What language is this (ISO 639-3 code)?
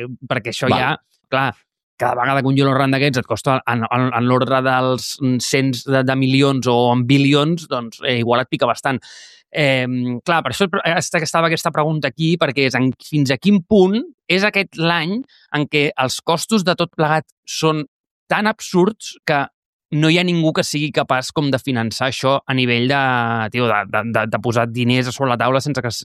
cat